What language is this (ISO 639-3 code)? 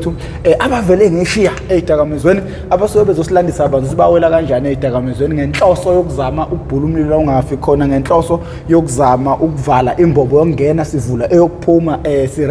zul